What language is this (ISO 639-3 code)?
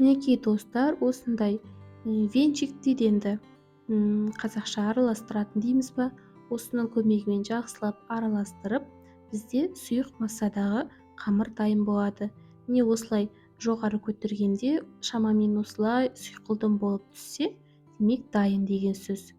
kaz